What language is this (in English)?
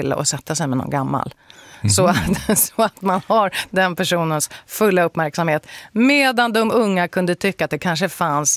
Swedish